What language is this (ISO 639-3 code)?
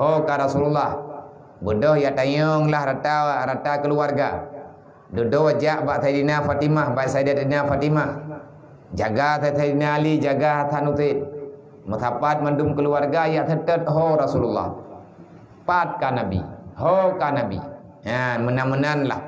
ace